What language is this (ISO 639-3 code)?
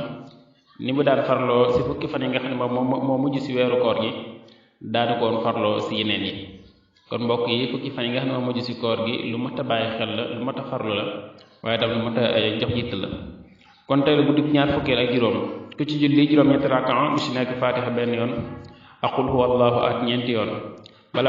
wol